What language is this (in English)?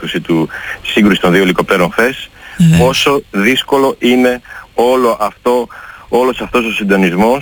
Greek